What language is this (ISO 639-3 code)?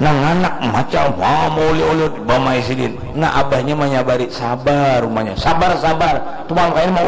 bjn